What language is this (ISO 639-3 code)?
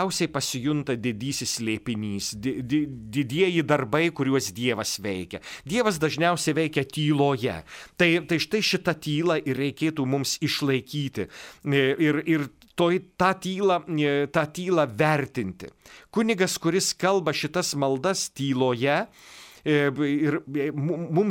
lit